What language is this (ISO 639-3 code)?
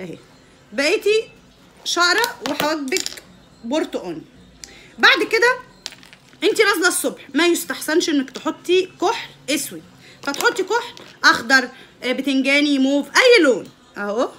arz